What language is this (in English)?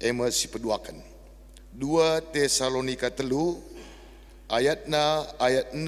Batak Karo